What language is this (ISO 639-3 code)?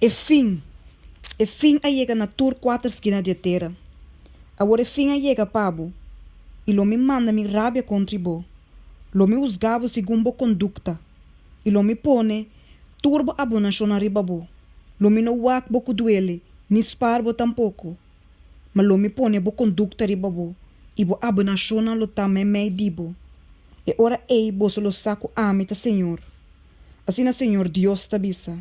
pap